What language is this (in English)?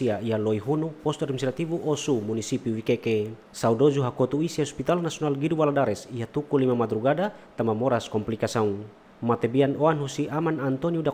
Tetum